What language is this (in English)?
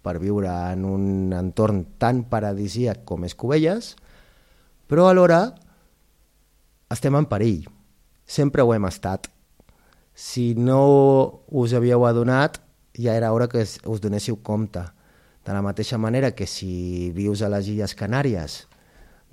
Catalan